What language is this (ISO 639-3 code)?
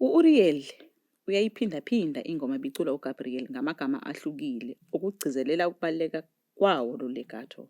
zul